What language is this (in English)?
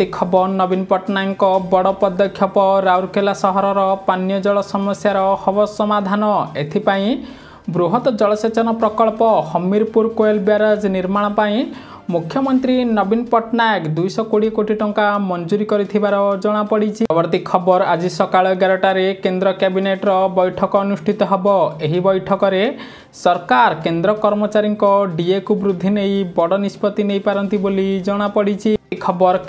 Odia